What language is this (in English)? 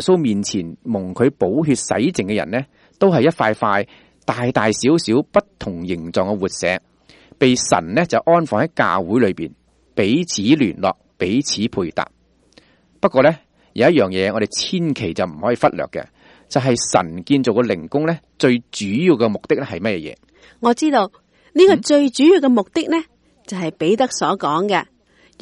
Cantonese